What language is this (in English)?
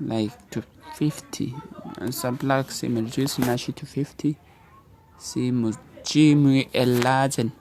Hausa